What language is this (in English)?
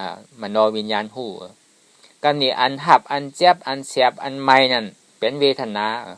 Shan